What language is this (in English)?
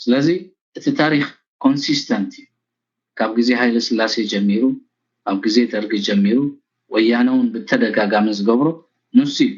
Tigrinya